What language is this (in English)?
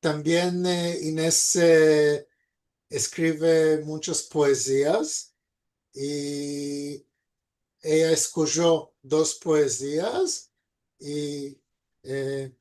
Ladino